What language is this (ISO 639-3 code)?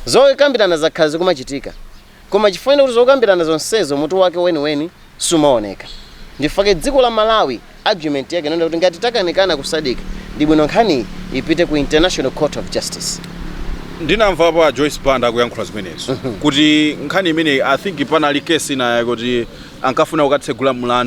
nya